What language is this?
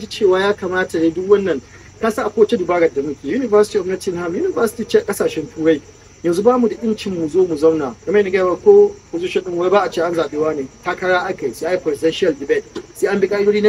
Hausa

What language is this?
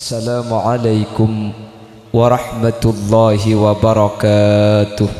Madurese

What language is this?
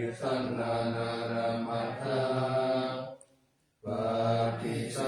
Pali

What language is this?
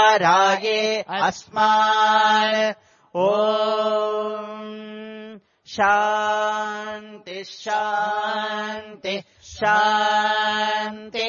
Sanskrit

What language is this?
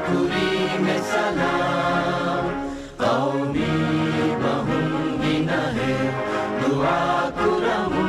Divehi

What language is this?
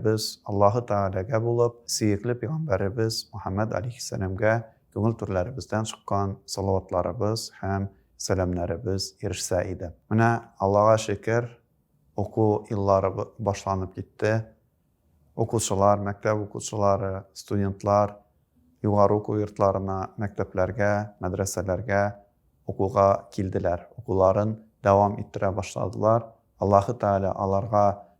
Tatar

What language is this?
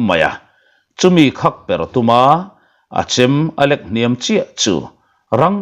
Mizo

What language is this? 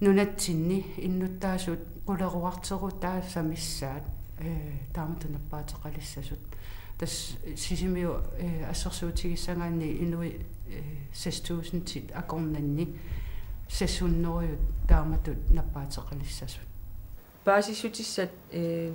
Kalaallisut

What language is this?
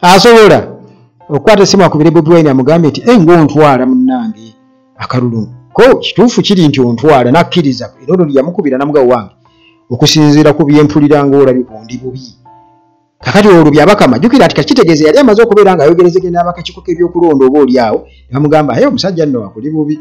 Ganda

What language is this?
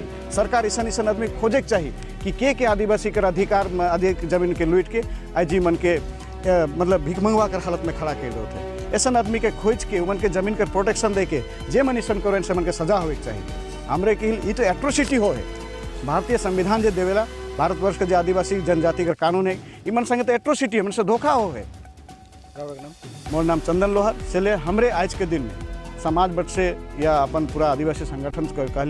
Sadri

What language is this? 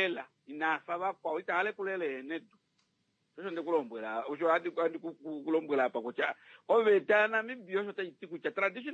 Kuanyama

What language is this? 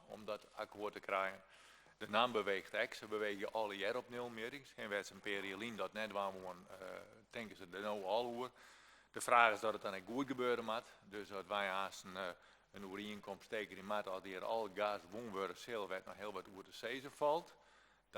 Western Frisian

